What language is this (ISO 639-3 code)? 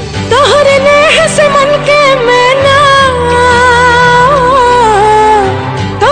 bho